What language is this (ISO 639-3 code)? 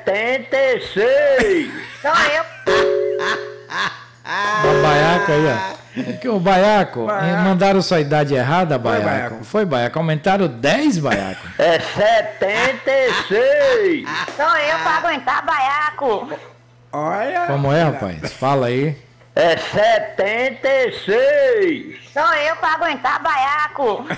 por